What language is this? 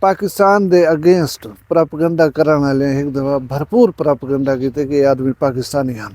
Saraiki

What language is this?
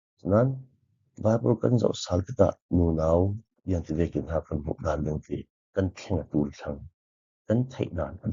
Falam Chin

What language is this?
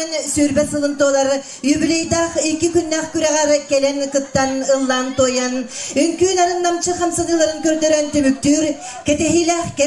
Yakut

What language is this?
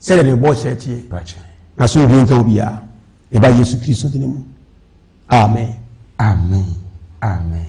Akan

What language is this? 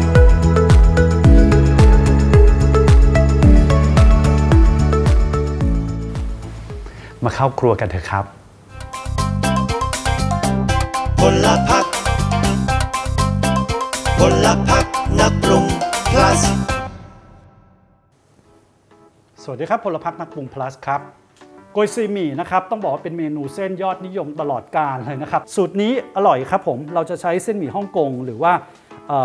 Thai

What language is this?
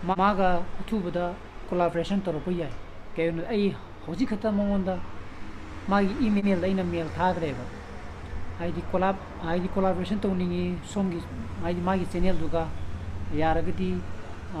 Manipuri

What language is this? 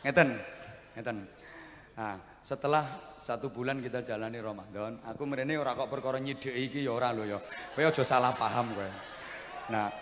Javanese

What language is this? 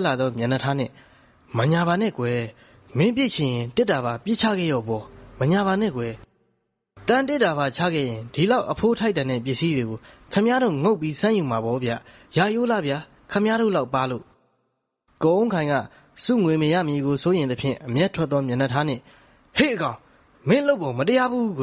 Burmese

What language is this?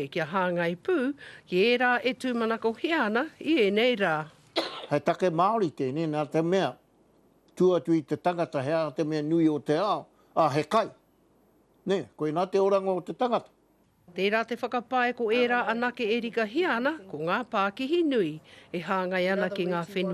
Māori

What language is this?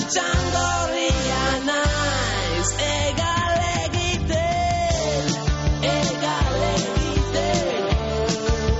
Basque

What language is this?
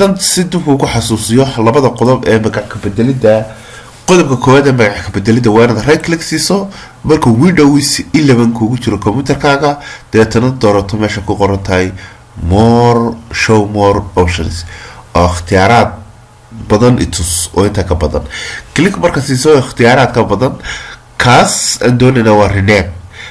Somali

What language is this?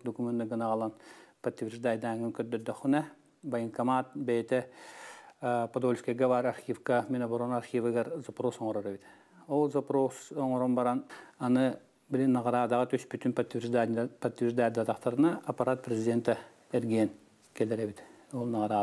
Yakut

